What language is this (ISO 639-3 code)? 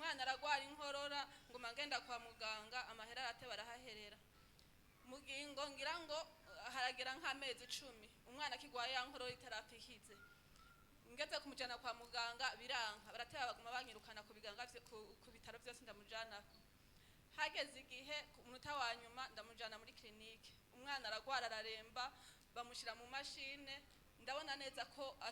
run